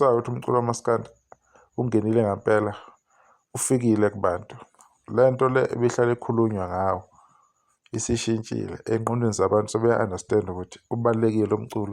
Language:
Zulu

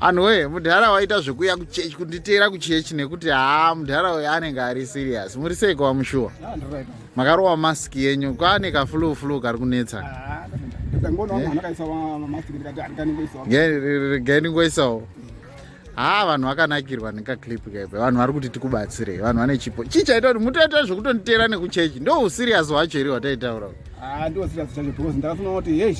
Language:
Shona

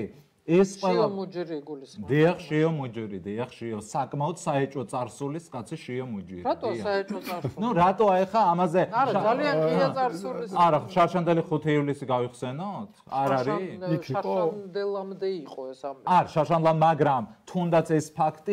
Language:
Georgian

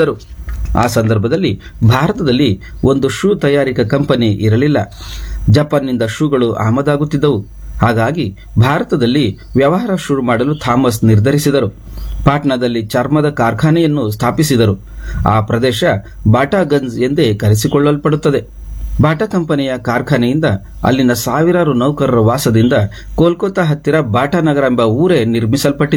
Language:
Kannada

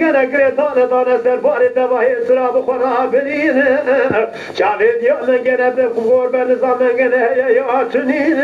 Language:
Kurdish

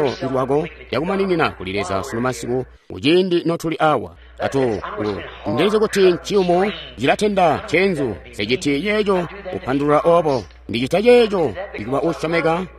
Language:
Tonga (Zambia)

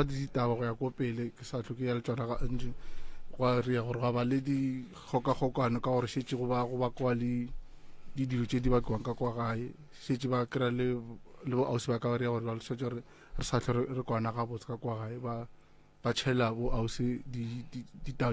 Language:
Northern Sotho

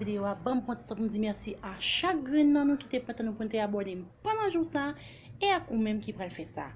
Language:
Haitian Creole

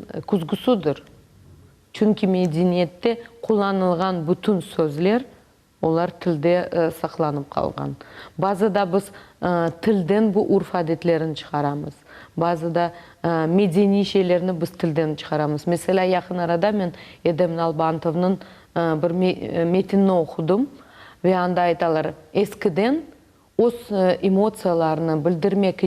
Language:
Crimean Tatar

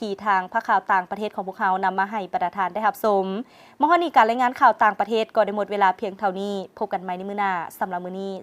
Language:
Lao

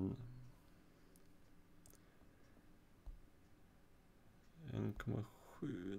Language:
Swedish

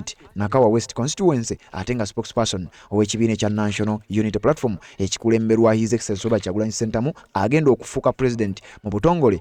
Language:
Ganda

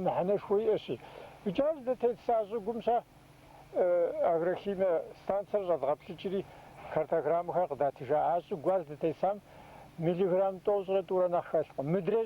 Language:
Kabardian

